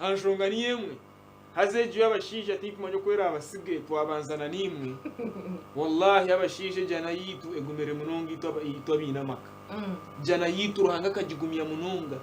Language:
Nyankole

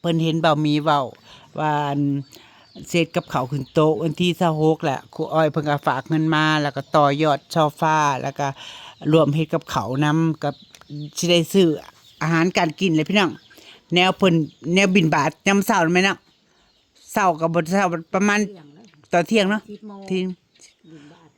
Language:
Northeastern Thai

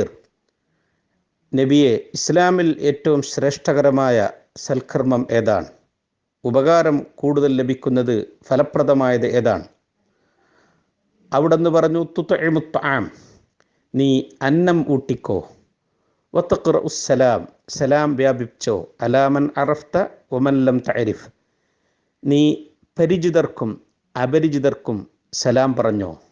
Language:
Malayalam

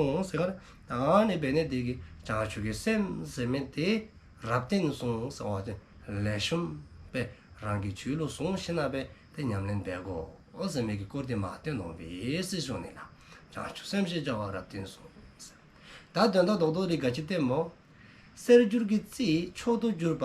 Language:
Dzongkha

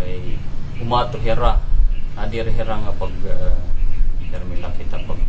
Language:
Waray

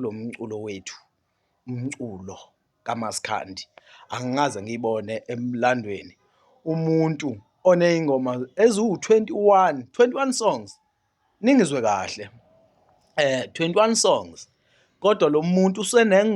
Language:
Zulu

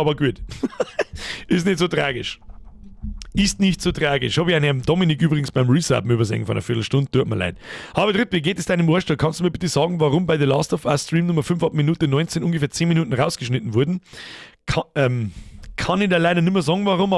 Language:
Bavarian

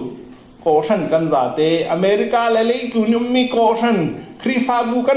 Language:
Falam Chin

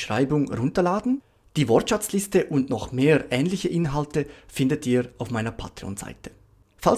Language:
Swiss German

